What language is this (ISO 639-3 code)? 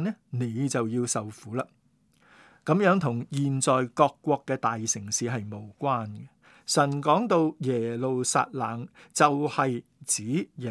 yue